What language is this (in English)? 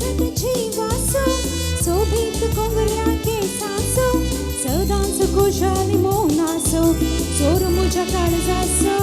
Konkani